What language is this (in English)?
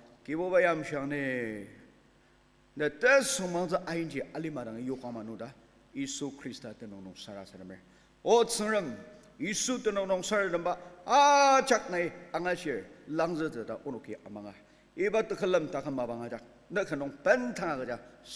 Ao Naga